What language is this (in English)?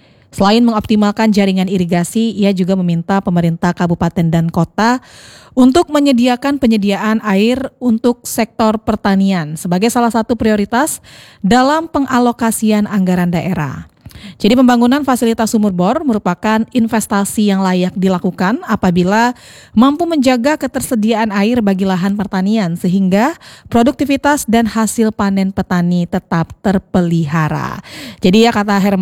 Indonesian